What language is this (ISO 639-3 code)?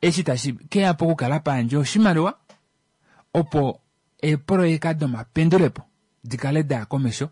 kua